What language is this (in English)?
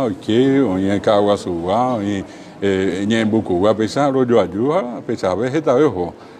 Guarani